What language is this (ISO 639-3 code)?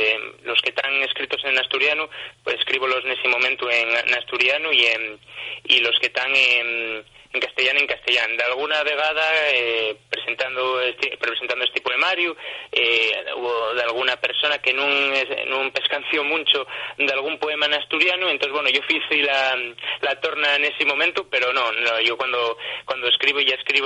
ast